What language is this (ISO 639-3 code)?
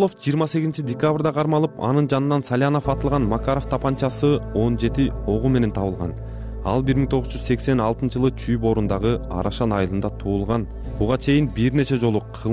kir